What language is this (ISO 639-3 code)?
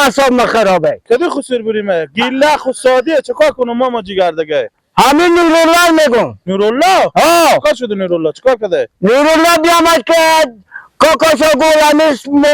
fas